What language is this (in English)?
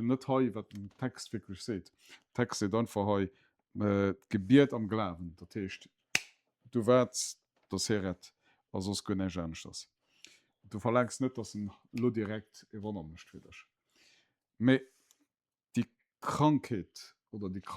Luxembourgish